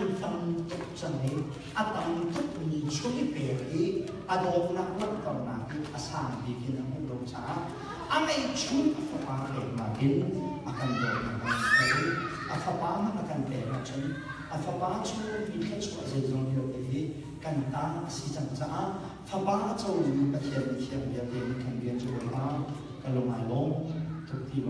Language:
Hakha Chin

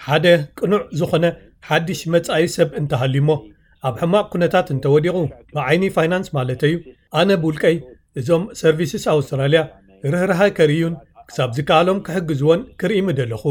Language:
Tigrinya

